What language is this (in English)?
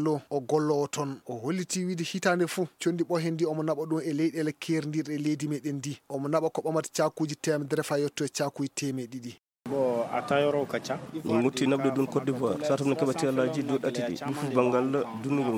Fula